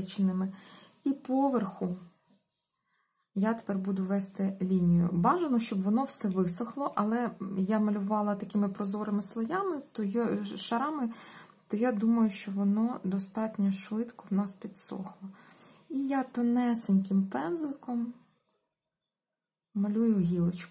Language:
Ukrainian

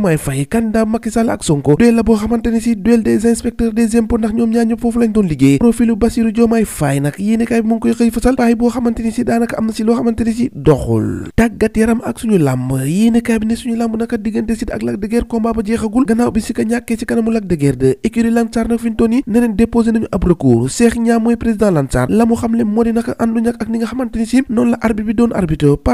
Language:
Wolof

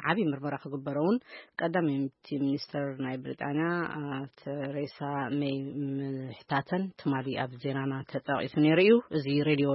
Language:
Tigrinya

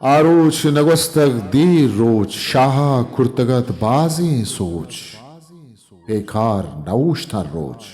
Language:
Eastern Balochi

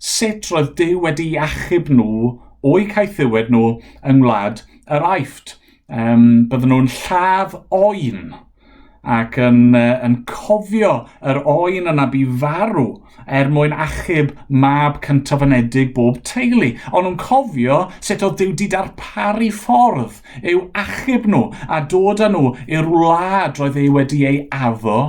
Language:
Welsh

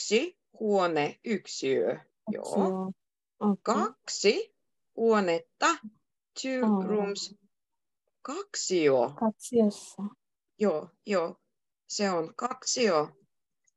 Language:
Finnish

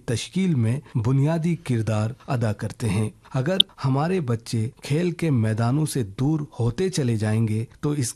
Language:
Urdu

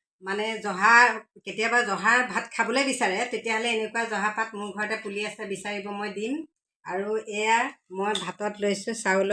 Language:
Assamese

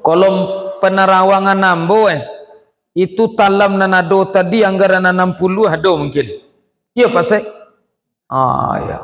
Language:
Minangkabau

